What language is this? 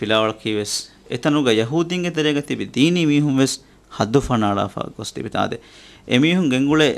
Divehi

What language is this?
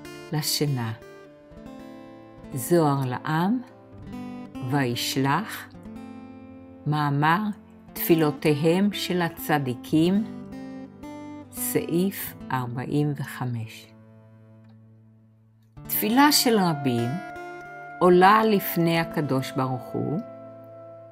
Hebrew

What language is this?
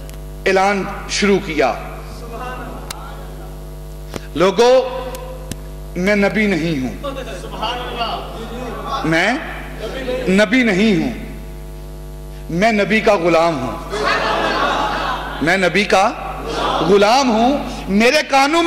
Urdu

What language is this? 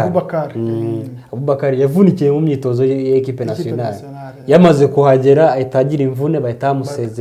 Kinyarwanda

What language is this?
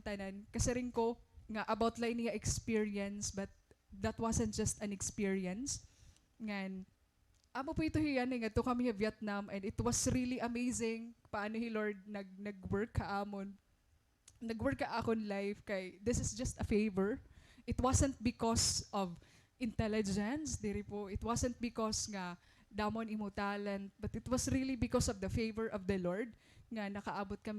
Waray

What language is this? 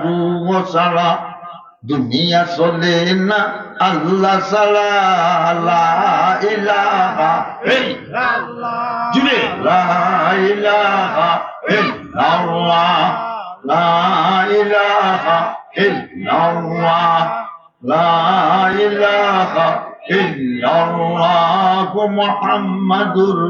Sylheti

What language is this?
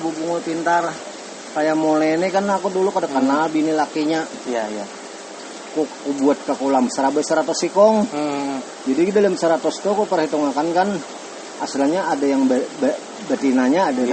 Banjar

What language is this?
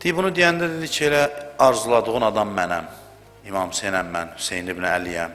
Azerbaijani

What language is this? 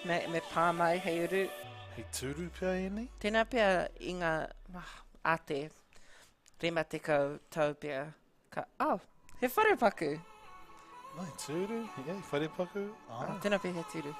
Māori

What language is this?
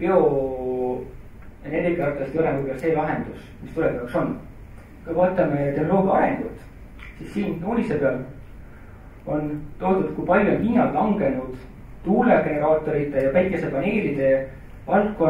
Estonian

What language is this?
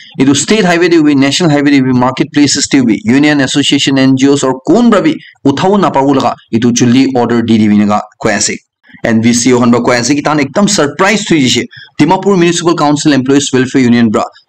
Naga Pidgin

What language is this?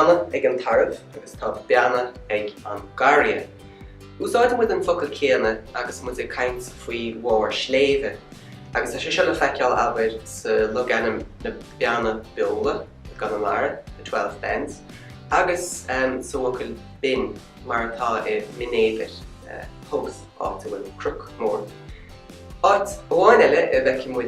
Irish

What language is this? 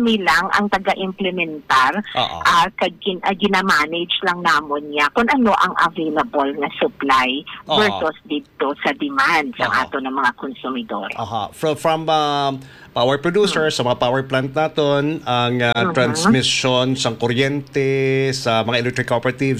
Hiligaynon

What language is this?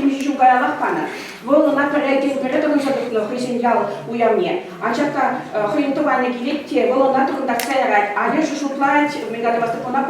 Chuvash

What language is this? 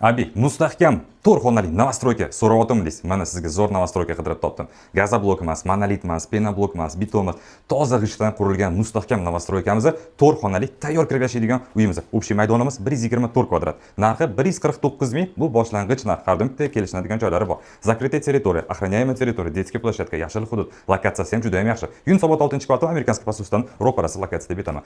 Uzbek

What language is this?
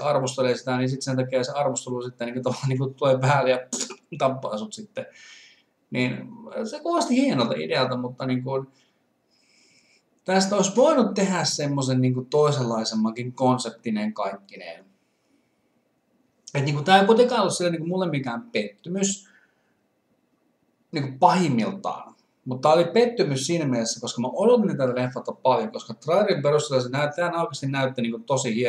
Finnish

